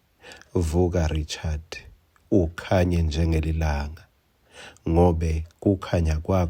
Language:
Swati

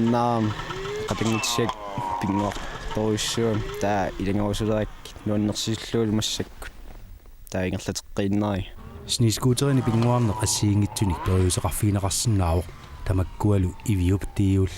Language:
Kalaallisut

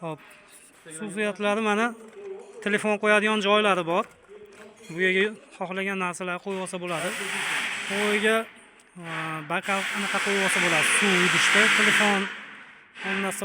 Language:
Uzbek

